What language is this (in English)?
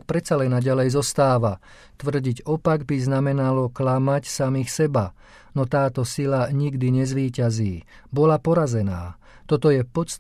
Slovak